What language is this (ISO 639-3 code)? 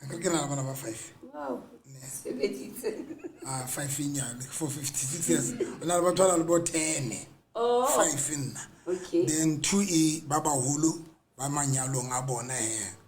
sot